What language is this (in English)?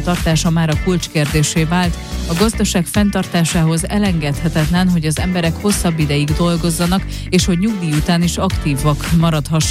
Hungarian